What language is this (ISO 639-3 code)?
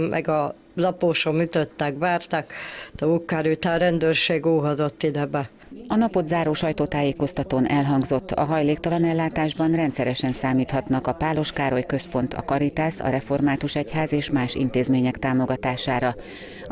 hun